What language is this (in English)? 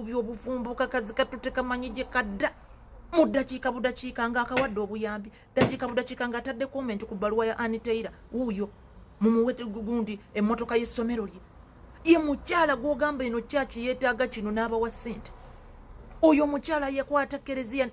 Ganda